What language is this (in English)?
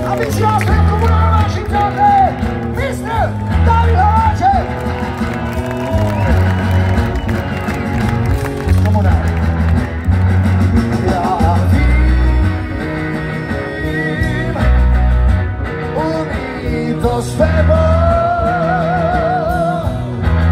Czech